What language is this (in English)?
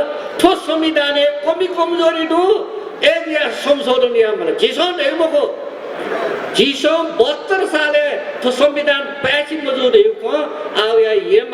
Newari